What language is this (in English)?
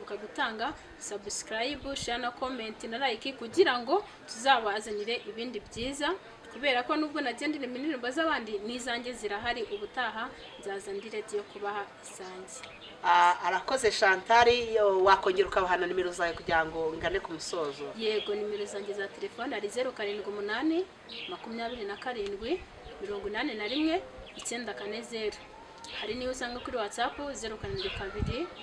Kinyarwanda